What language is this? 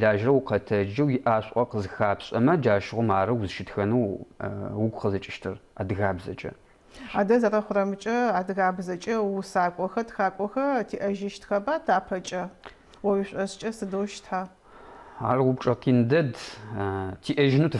Adyghe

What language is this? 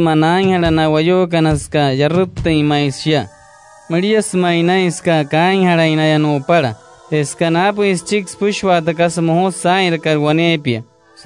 Wayuu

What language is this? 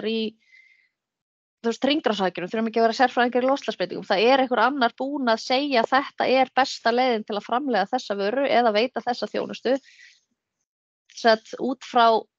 Icelandic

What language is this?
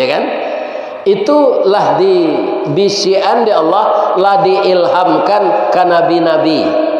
Minangkabau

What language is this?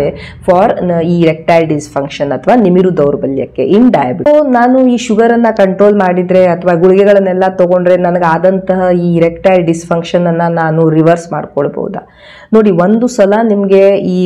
Kannada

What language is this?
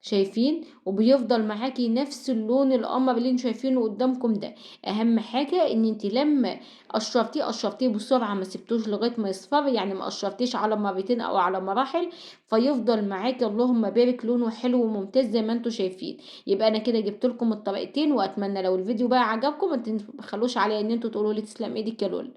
Egyptian Arabic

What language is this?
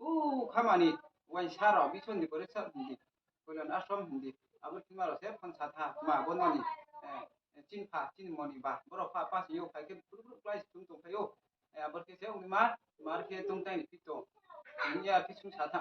Riang (India)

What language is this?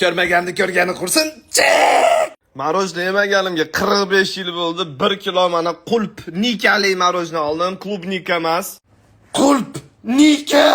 Uzbek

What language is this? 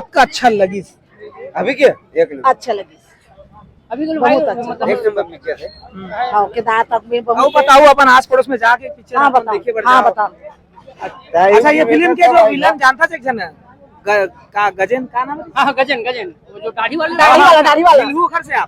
Chhattisgarhi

